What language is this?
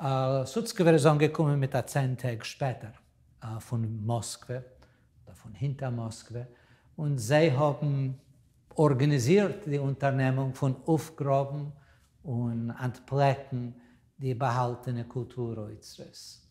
Yiddish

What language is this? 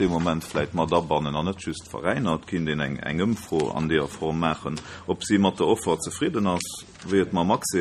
Luxembourgish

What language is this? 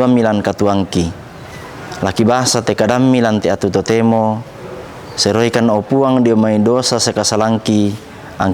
Toraja-Sa'dan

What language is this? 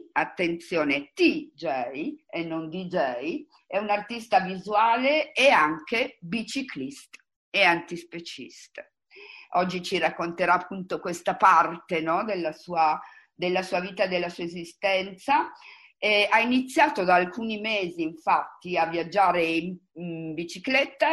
Italian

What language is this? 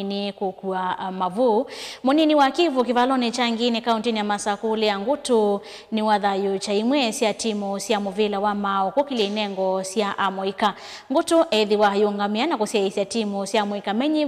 Kamba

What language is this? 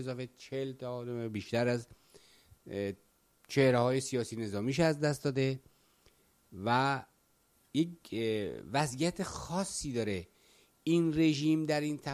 Persian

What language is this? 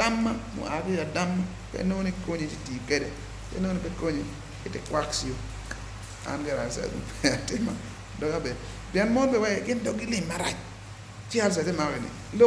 Acoli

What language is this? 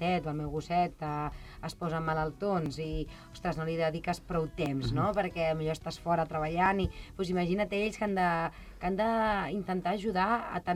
Catalan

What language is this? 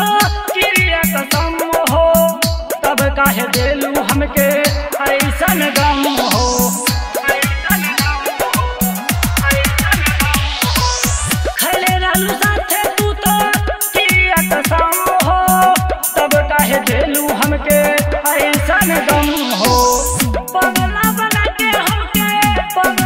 Bhojpuri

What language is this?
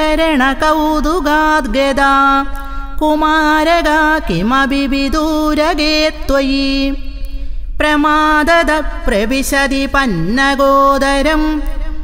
Sanskrit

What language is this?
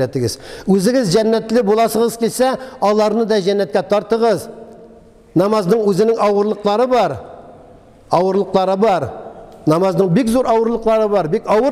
Tatar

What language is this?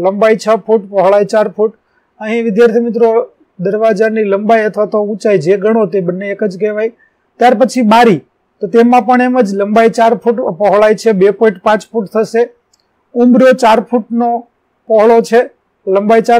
Gujarati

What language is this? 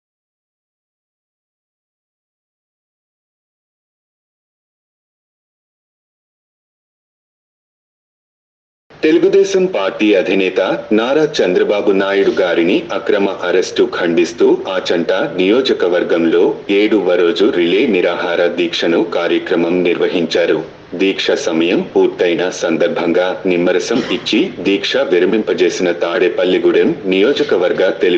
Telugu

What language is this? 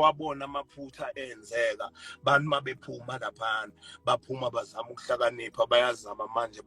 Zulu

